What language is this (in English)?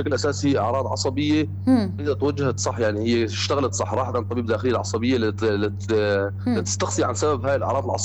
North Levantine Arabic